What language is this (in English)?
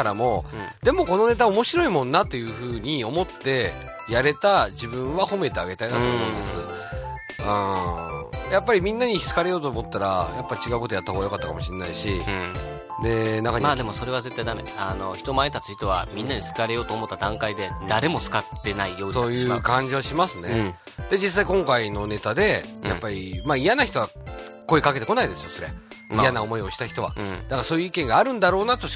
Japanese